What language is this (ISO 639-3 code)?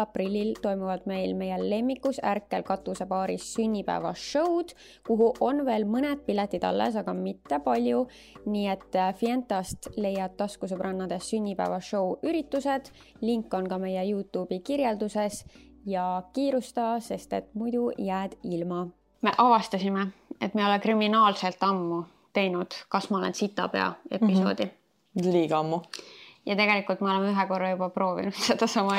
est